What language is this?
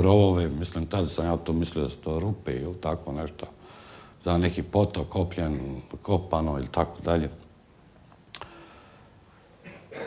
Bosnian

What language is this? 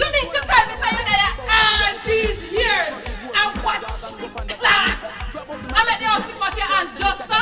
Jamaican Creole English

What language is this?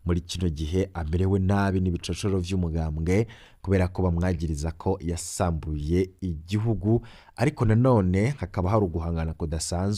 Rundi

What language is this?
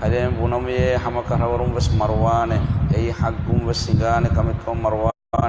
Divehi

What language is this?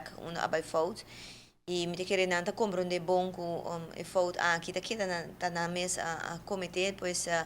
Papiamento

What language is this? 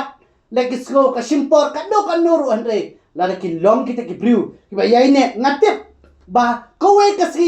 Khasi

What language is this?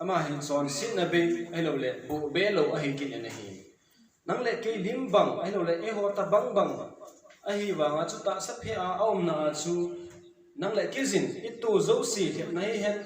Thado Chin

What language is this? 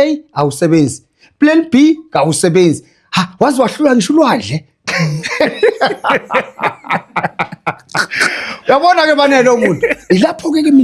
Zulu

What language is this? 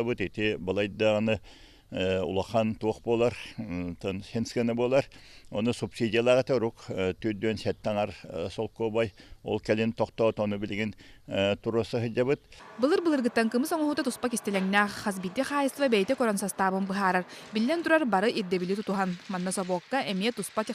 Yakut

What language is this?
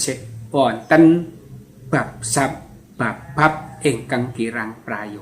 Javanese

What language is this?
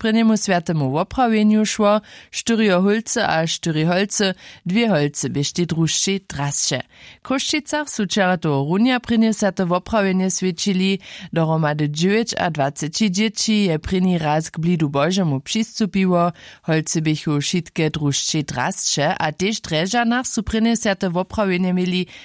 Upper Sorbian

